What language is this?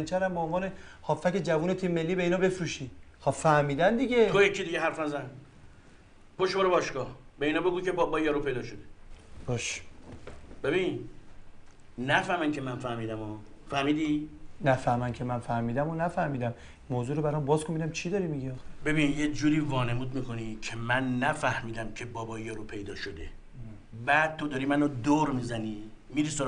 Persian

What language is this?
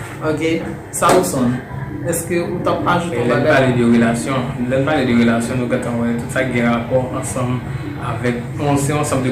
Haitian Creole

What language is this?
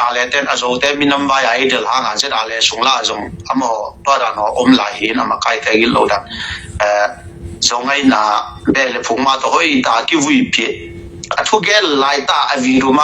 Tedim Chin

